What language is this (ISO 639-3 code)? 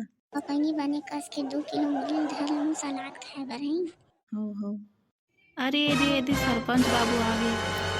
hne